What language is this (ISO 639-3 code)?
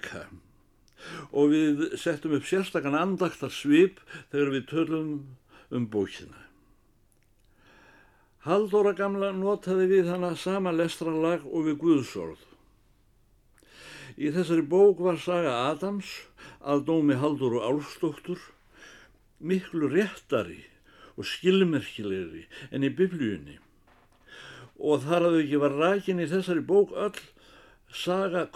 isl